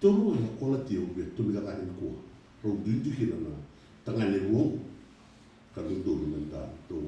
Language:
Fijian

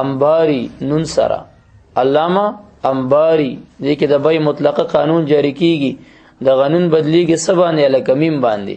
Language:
Pashto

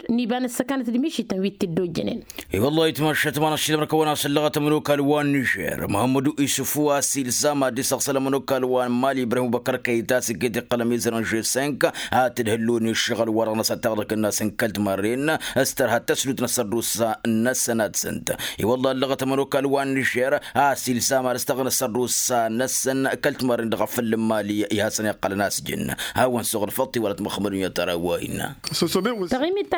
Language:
Tamasheq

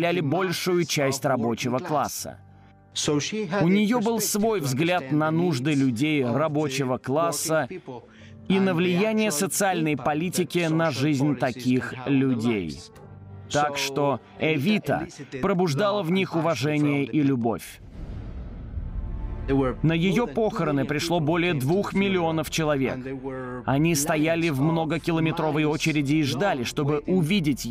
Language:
Russian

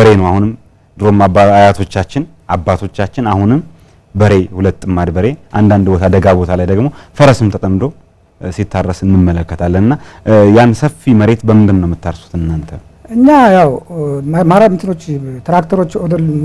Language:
Amharic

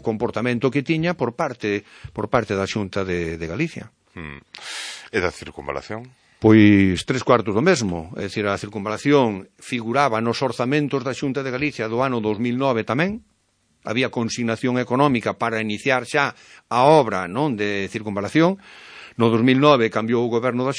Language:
Galician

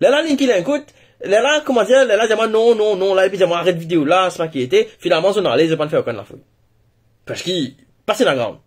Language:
Morisyen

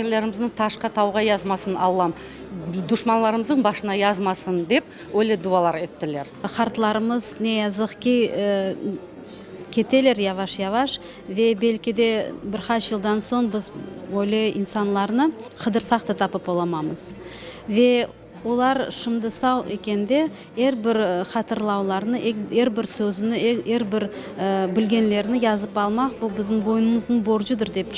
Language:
Crimean Tatar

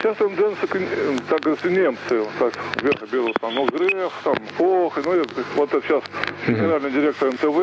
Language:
Russian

